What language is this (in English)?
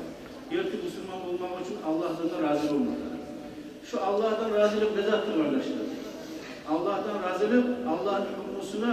Kumyk